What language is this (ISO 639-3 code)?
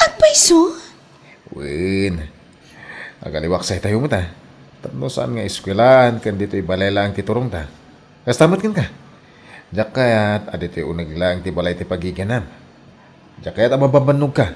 ilo